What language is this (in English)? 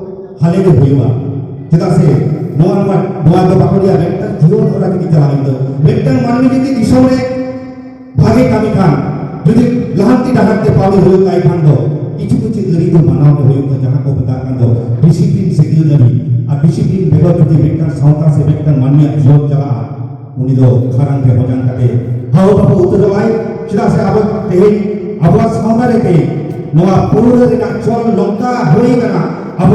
Santali